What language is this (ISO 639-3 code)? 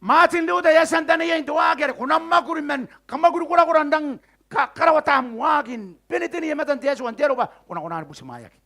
gil